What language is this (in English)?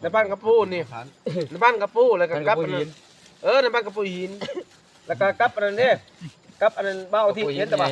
Lao